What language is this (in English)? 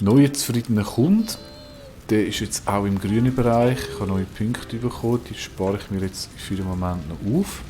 Swiss German